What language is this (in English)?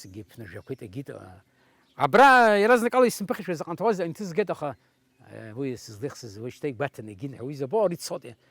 Abkhazian